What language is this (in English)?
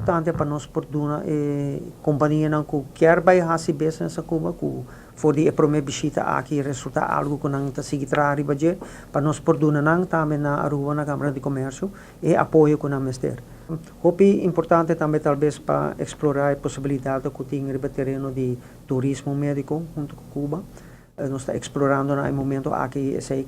Papiamento